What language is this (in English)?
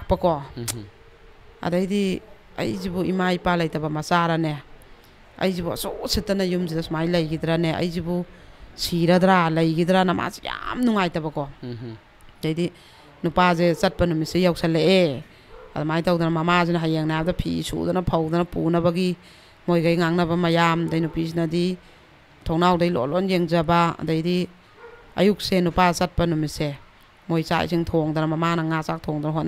Manipuri